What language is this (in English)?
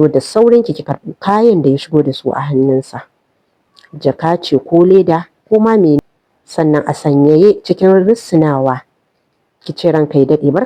Hausa